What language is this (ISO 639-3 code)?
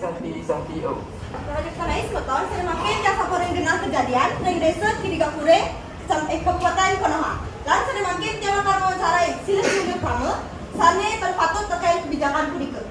ban